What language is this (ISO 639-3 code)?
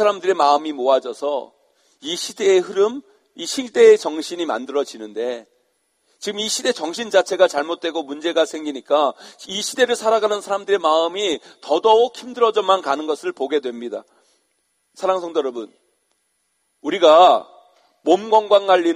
kor